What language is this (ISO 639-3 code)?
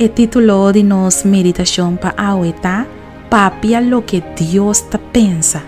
pap